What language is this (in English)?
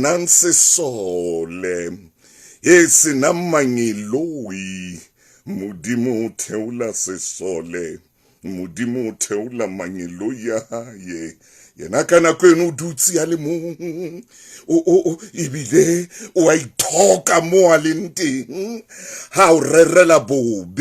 Southern Sotho